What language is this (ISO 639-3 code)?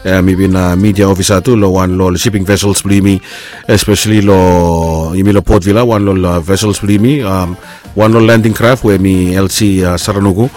bis